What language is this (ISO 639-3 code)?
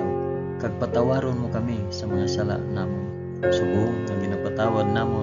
hil